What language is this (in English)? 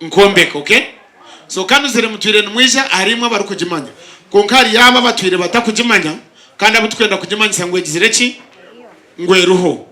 Nyankole